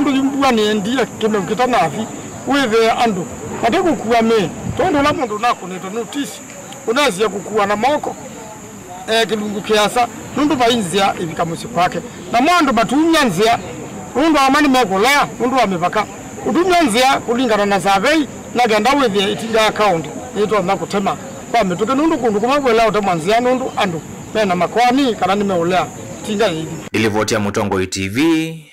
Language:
Kamba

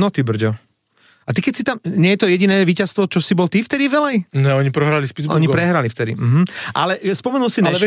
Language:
Slovak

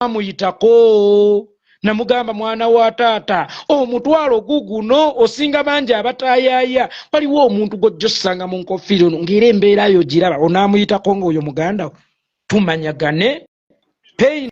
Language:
Ganda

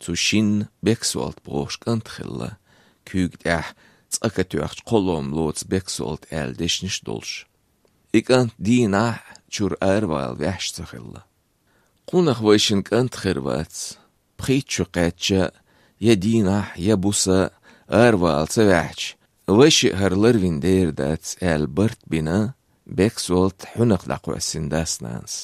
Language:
Chechen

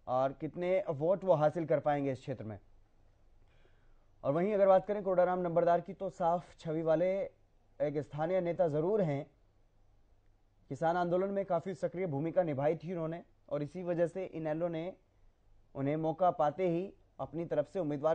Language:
Hindi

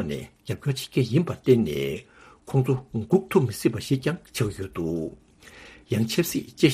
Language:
Tibetan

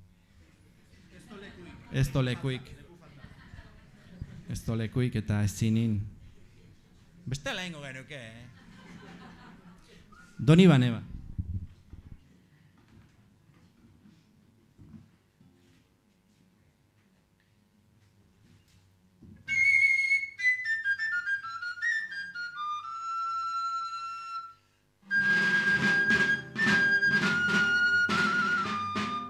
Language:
Basque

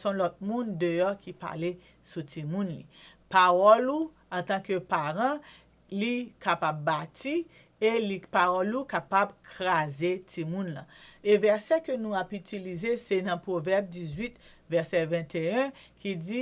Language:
Haitian Creole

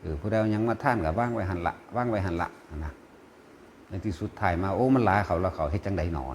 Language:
Northeastern Thai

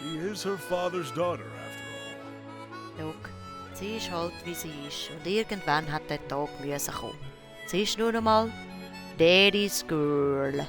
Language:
Swiss German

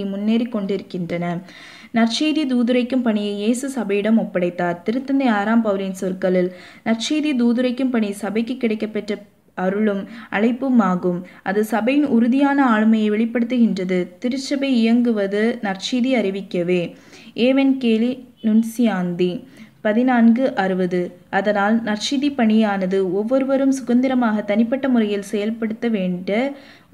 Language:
Tamil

